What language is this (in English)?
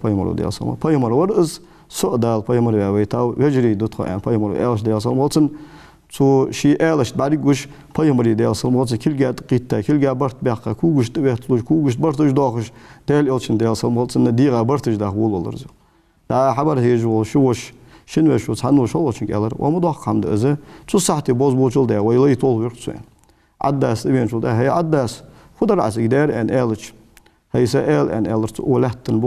Ingush